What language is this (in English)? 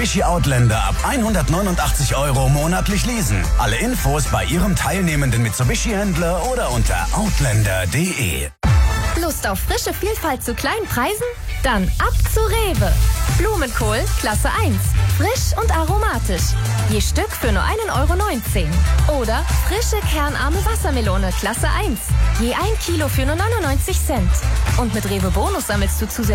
German